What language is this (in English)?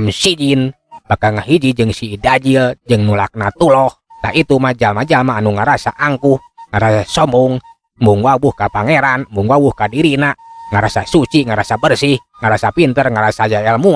Sundanese